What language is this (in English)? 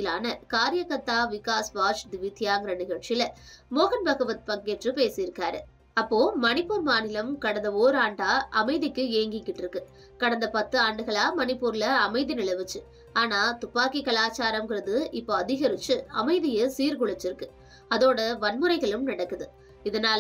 Tamil